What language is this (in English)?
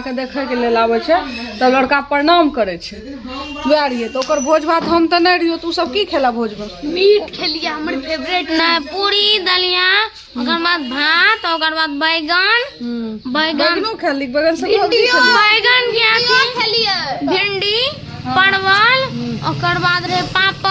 Maithili